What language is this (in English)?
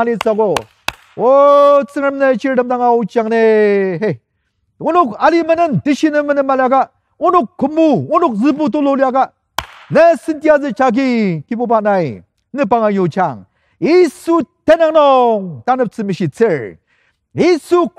Ao Naga